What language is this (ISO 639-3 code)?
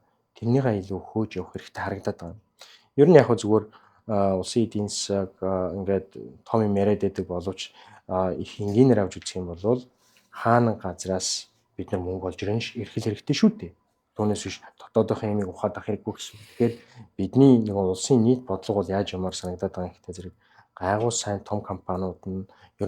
mon